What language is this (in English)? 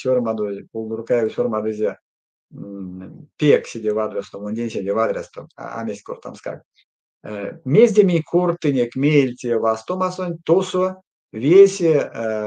Erzya